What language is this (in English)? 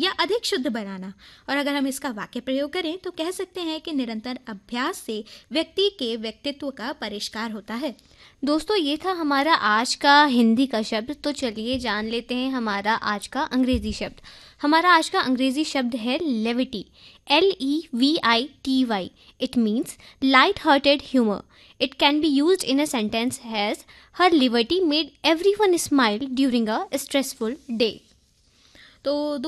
Hindi